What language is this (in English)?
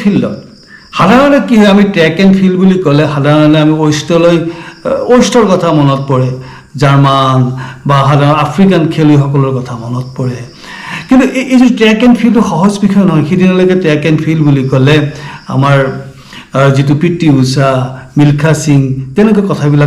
Assamese